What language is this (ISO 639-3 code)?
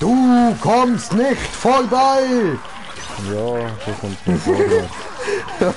gsw